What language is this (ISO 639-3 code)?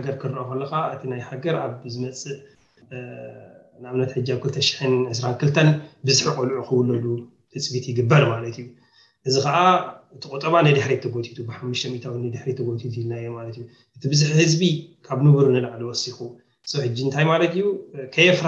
tir